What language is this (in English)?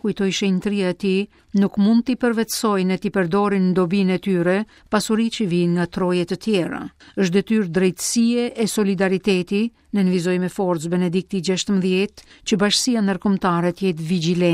Albanian